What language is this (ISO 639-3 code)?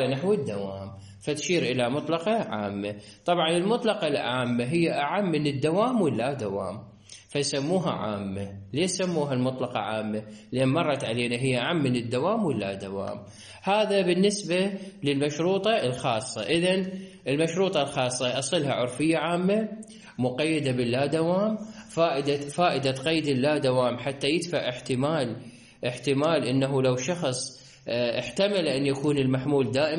acm